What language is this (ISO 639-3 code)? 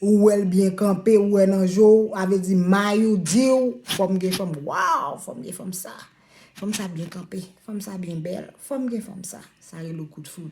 hat